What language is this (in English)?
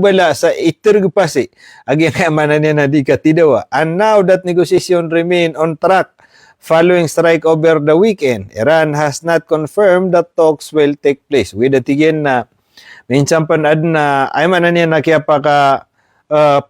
Maranao